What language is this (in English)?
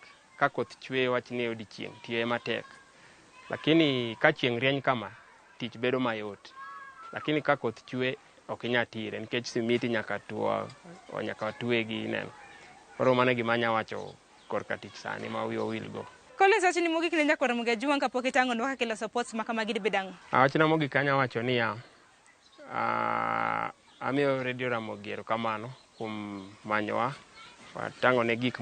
Luo (Kenya and Tanzania)